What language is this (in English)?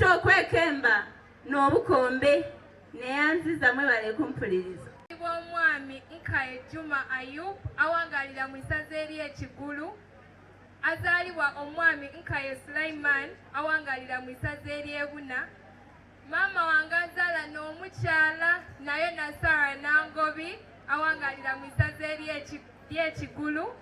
Soga